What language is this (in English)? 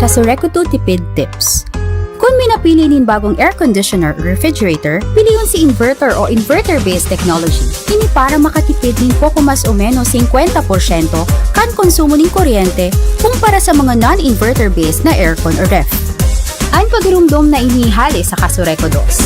Bikol